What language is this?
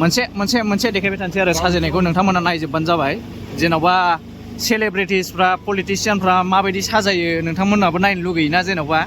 Bodo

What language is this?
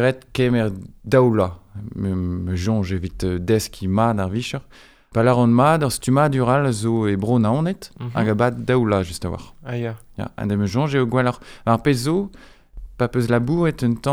Breton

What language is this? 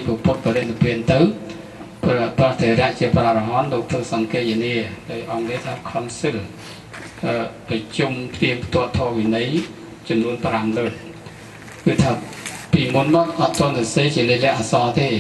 Khmer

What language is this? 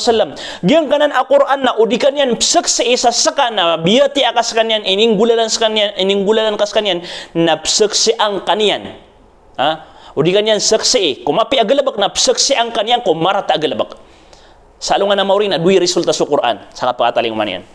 Maranao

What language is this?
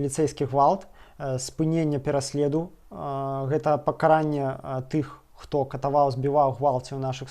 Belarusian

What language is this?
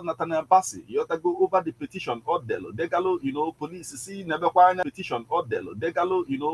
Igbo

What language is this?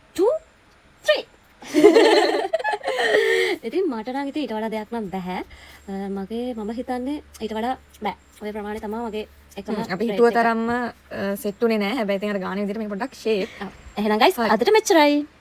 Sinhala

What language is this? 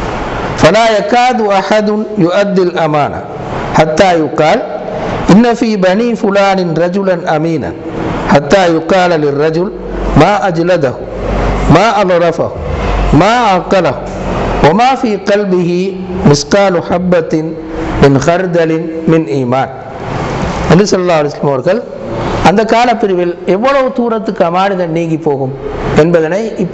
Tamil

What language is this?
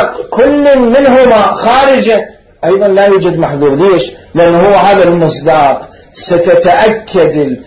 Mesopotamian Arabic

